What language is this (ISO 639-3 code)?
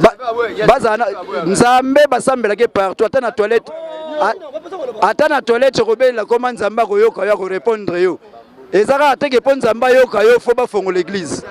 lin